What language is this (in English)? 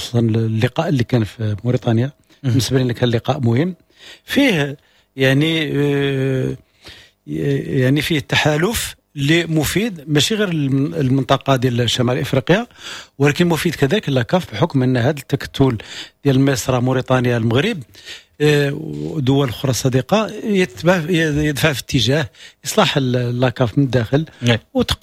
Moroccan Arabic